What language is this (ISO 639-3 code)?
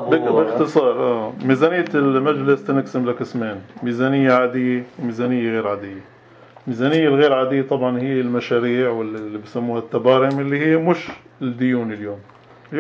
apc